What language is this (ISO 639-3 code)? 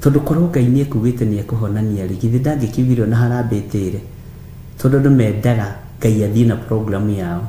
kik